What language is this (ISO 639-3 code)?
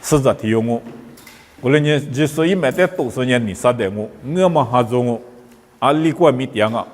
lis